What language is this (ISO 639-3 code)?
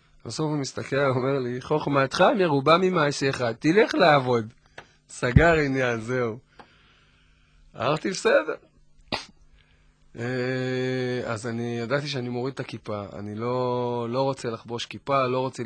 heb